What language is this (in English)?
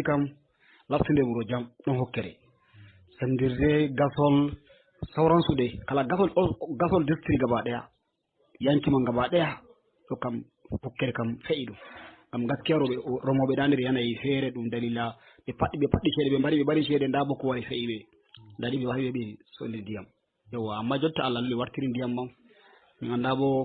Fula